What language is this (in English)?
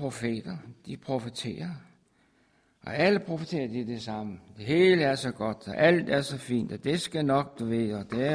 Danish